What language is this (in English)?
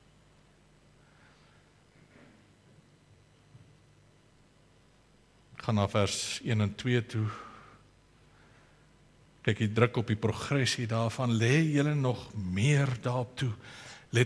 Afrikaans